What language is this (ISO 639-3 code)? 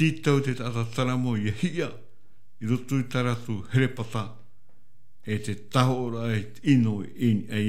tah